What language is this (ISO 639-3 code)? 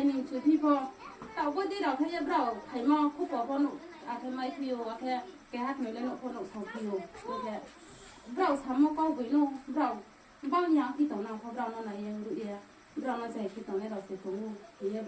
ria